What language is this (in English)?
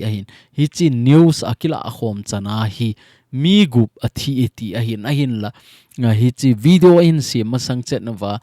Thado Chin